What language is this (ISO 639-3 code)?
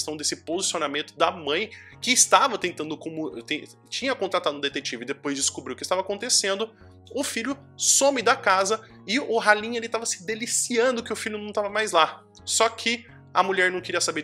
por